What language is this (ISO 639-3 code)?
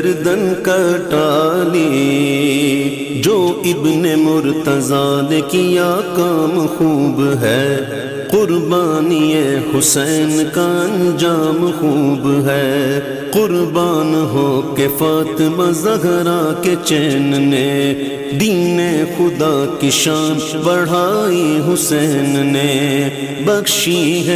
urd